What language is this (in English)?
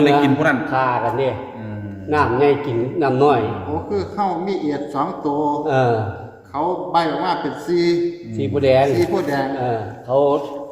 Northeastern Thai